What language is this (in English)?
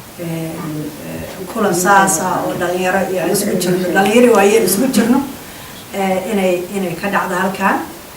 Somali